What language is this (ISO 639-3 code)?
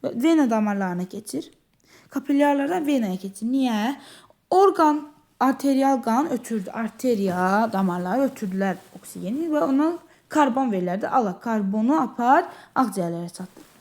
aze